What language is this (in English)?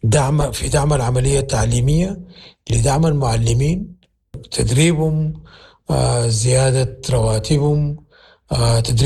Sudanese Arabic